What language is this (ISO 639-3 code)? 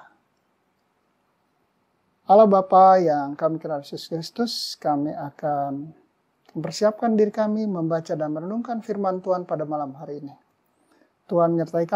ind